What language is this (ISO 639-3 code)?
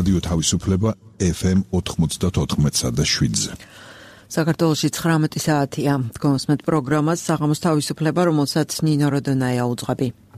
kat